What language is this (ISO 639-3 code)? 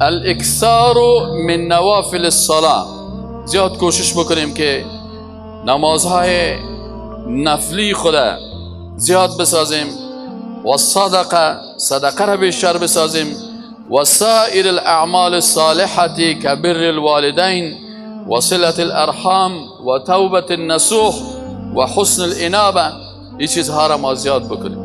fas